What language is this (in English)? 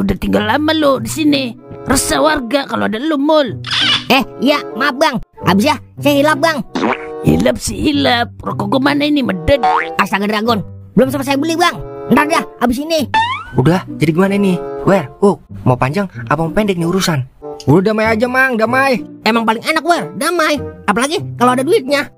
Betawi